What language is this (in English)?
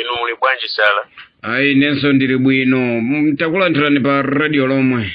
Nyanja